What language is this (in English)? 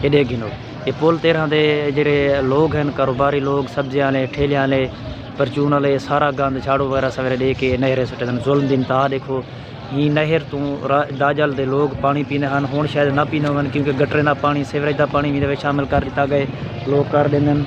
Saraiki